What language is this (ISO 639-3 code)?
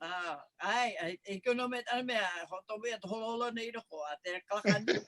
haw